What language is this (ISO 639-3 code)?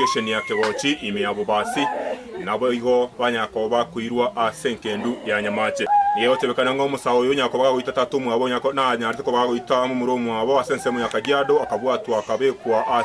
guz